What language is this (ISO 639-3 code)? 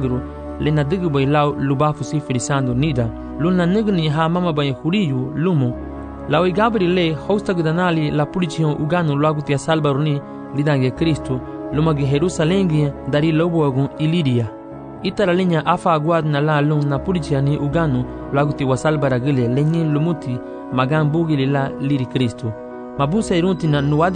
cab